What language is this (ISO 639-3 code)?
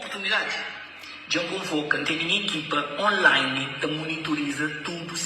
kea